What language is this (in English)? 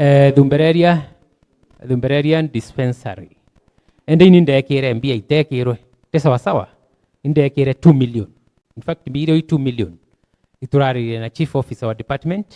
Meru